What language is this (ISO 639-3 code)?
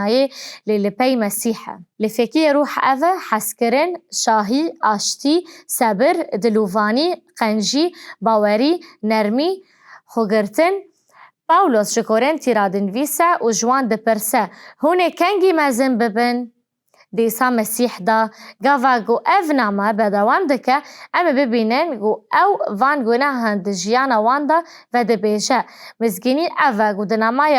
kur